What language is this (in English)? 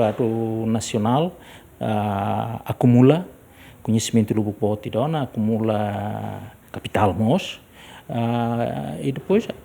Tetum